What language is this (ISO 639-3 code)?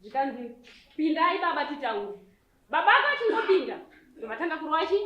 sna